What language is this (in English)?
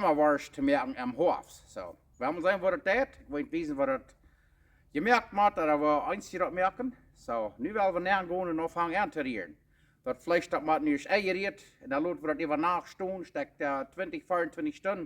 Plautdietsch